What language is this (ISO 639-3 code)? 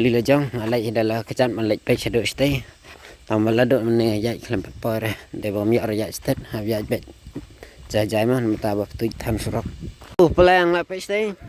kha